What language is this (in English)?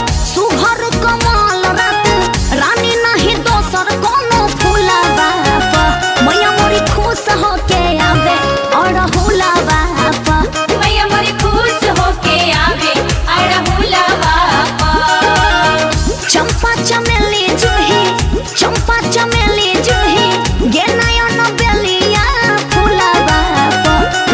Bhojpuri